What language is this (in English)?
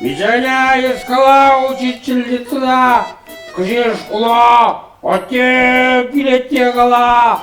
Chuvash